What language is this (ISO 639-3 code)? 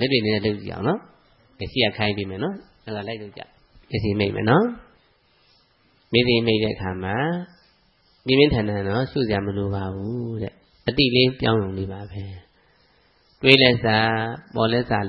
mya